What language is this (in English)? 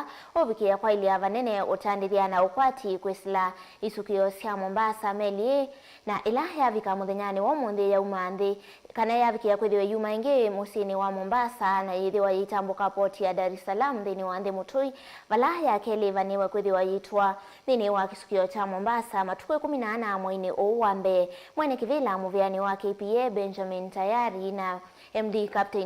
Kamba